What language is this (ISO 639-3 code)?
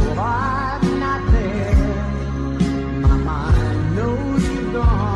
eng